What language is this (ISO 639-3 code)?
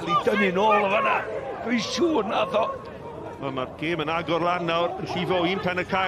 cym